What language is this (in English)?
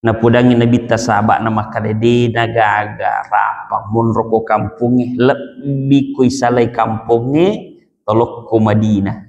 Buginese